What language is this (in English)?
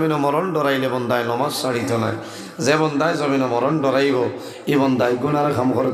Sylheti